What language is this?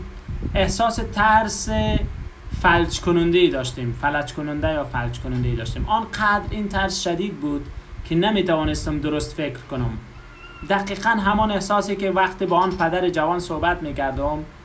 Persian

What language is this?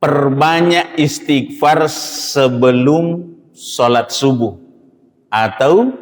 Buginese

